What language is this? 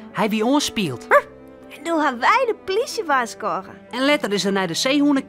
Western Frisian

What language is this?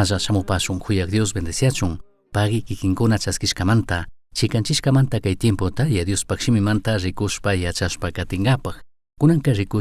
Chimborazo Highland Quichua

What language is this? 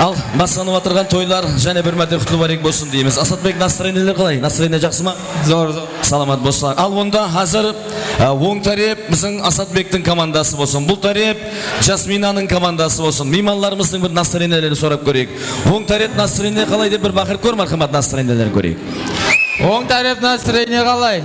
Kara-Kalpak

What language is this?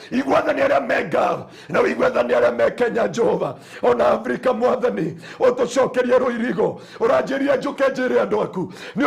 Kikuyu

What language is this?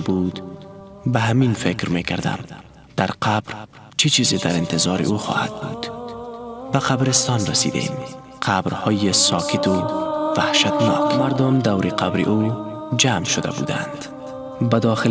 Persian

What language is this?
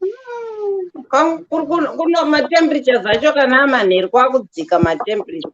Shona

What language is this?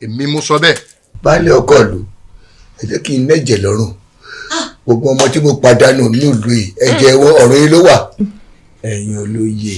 Yoruba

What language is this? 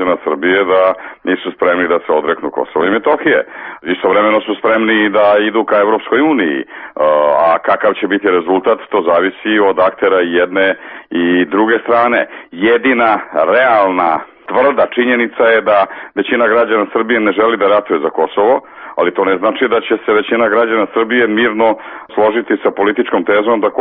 Serbian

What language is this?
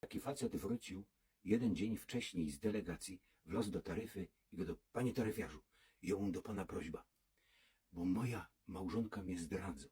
Silesian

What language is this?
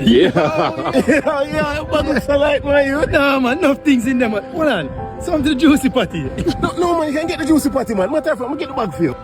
Jamaican Creole English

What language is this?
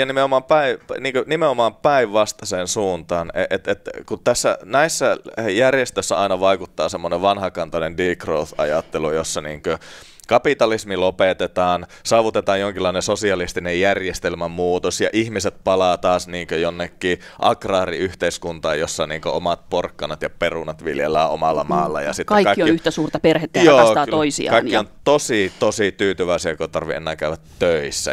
Finnish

